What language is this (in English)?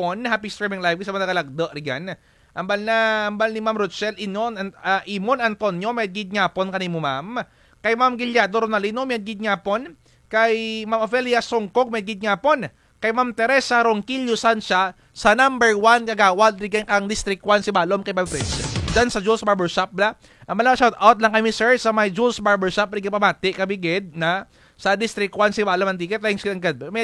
Kinaray-a